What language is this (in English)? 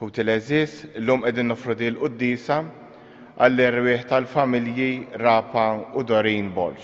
Maltese